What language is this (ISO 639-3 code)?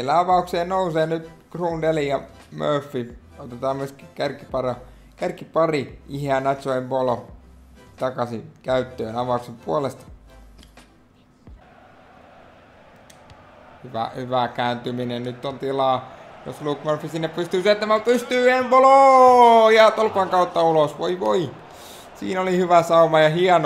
fin